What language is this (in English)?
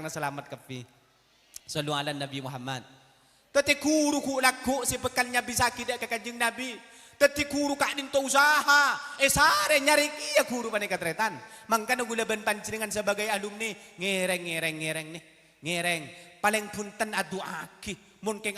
Madurese